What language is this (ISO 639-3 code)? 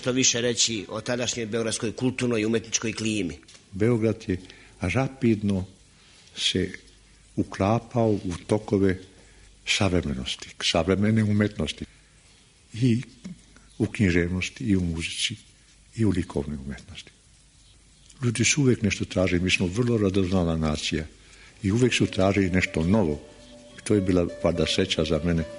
srp